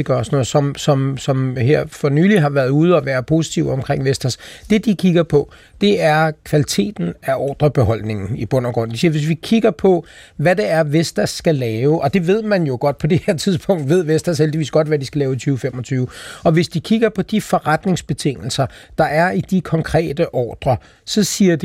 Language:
Danish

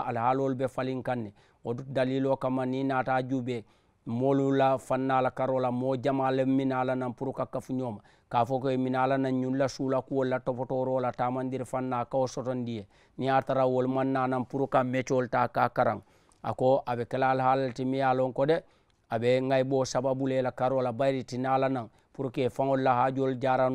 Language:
Mandingo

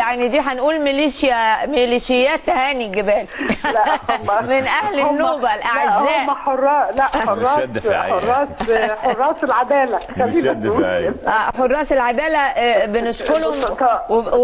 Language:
Egyptian Arabic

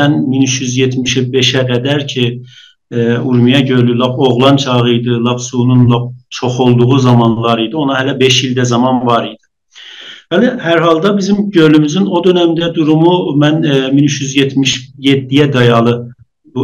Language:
South Azerbaijani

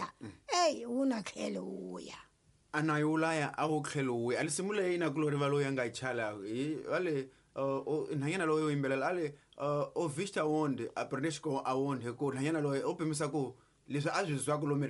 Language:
Tsonga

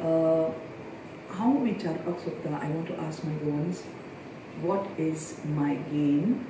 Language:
Konkani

